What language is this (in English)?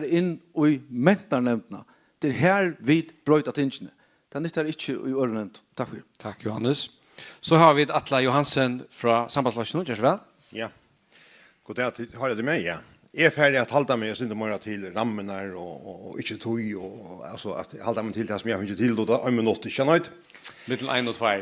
Faroese